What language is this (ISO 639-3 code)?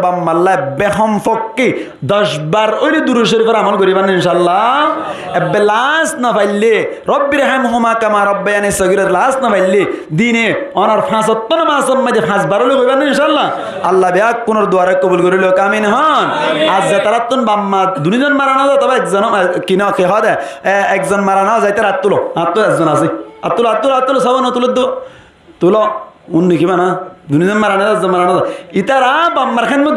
rhg